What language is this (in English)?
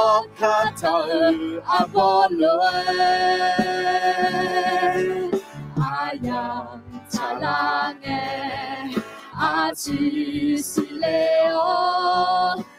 Akha